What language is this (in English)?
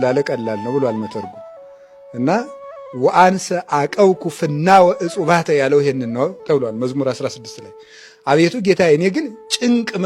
Amharic